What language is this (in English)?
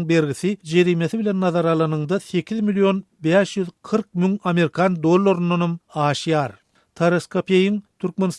Turkmen